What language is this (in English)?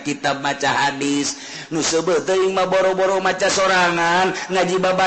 Sundanese